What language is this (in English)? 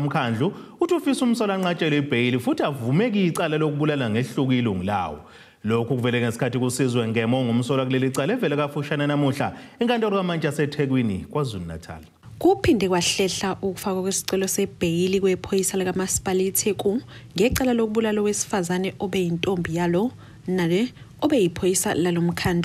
Zulu